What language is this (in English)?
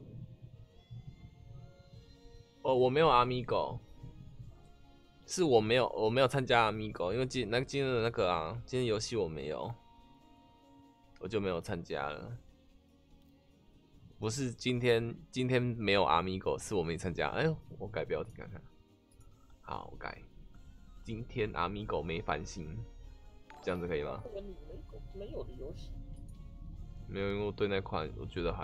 Chinese